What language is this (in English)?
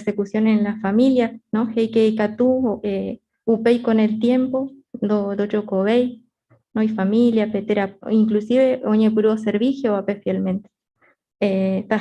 Guarani